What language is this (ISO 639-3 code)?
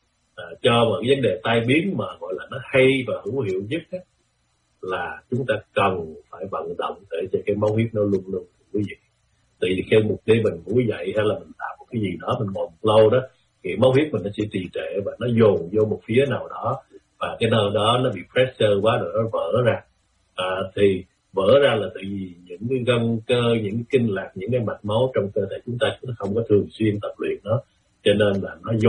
vie